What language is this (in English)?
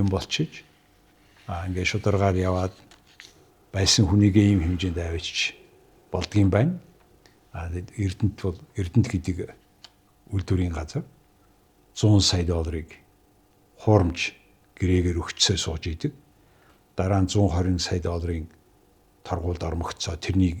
Mongolian